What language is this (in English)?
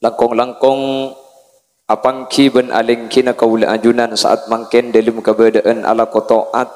Madurese